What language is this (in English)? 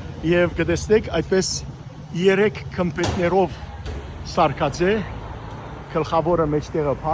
Western Armenian